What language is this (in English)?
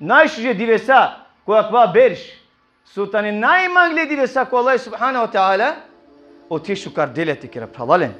Balkan Romani